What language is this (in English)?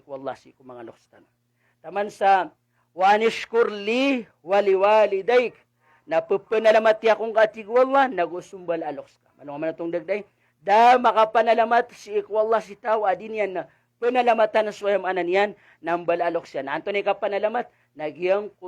Maranao